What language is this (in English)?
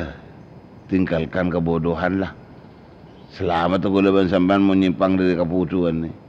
Madurese